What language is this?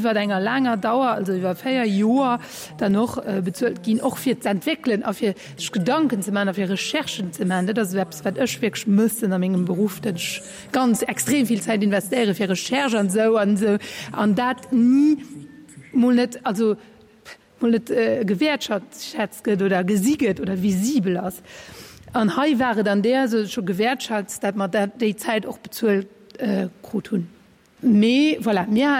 Luxembourgish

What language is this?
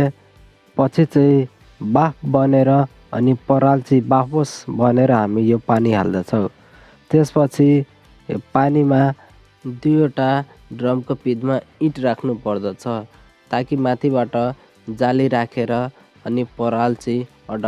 Nepali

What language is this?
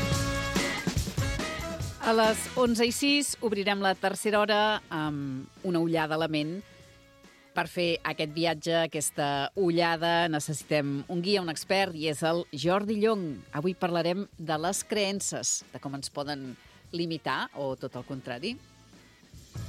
Catalan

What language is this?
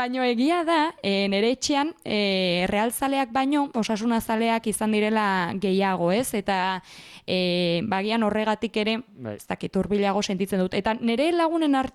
Basque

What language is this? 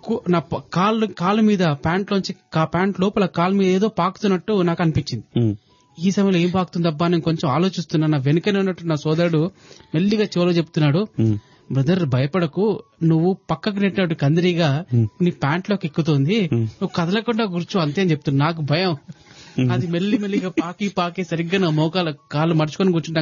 Telugu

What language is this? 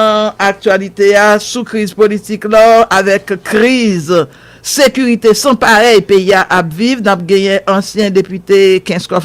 Haitian Creole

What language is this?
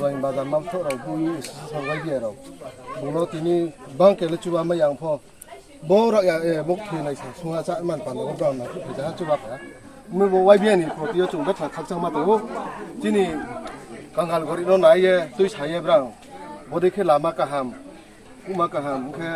Riang (India)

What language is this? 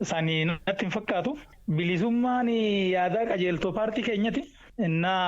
Oromo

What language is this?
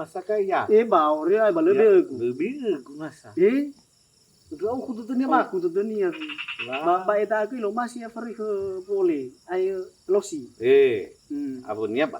Nias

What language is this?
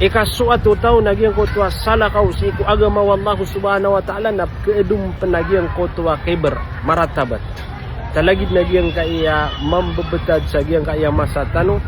Maranao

